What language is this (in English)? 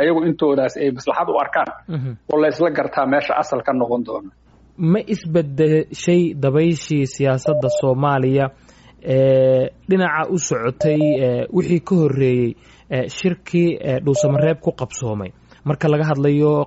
Somali